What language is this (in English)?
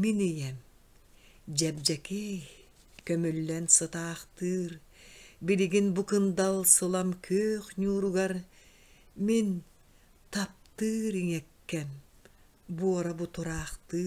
Yakut